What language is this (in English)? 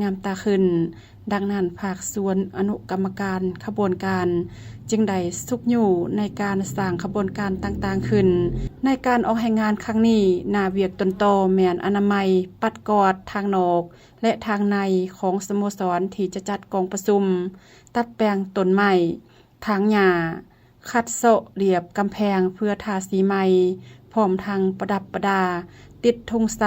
Lao